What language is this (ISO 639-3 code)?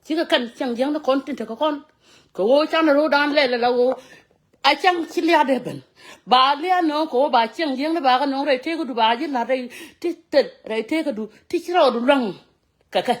nus